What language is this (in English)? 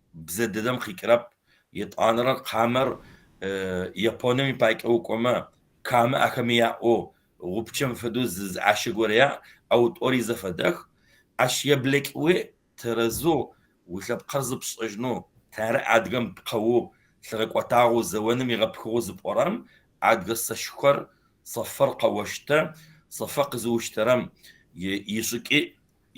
Kabardian